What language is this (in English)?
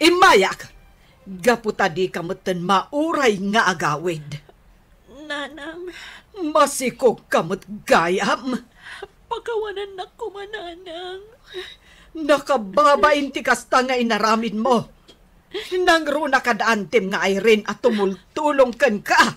Iloko